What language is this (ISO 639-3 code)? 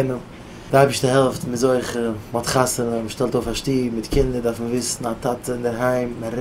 yid